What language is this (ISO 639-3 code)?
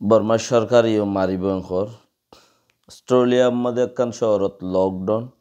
rhg